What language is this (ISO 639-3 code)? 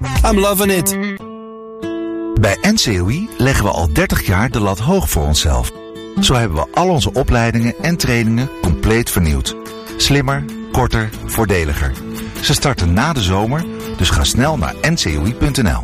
nld